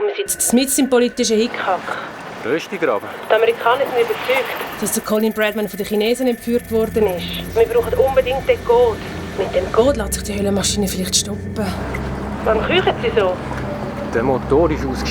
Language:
Swiss German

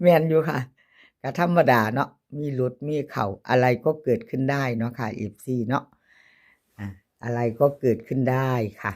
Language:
Northeastern Thai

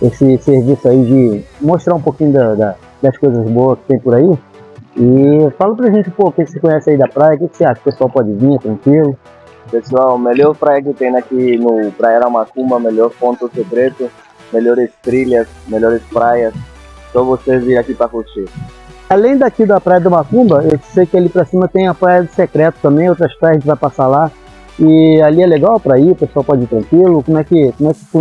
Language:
Portuguese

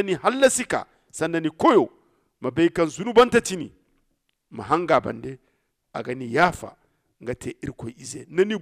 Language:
Zarma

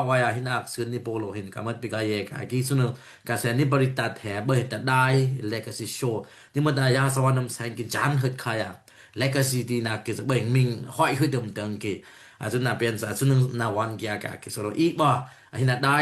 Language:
Daai Chin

